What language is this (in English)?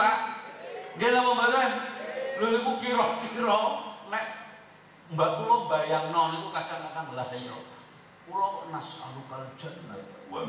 Javanese